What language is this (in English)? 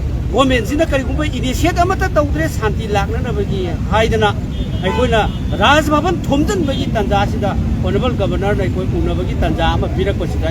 Manipuri